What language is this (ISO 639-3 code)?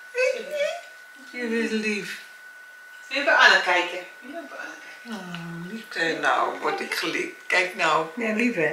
nld